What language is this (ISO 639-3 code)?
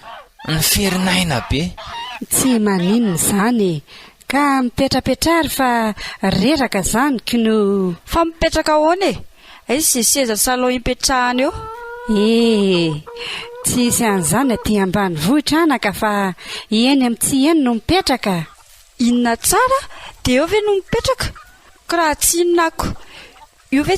mlg